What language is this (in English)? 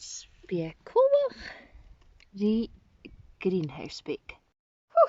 Scottish Gaelic